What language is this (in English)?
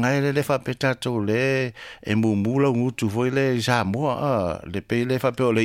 Samoan